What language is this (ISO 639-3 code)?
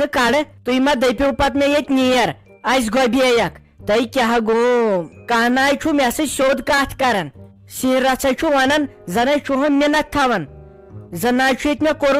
kas